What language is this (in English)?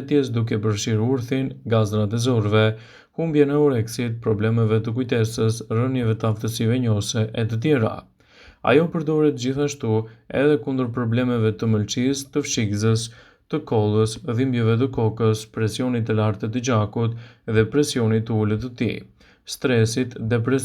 Albanian